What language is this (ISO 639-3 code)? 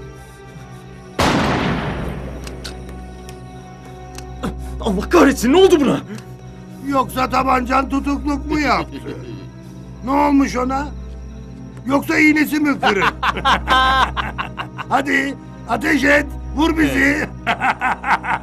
tur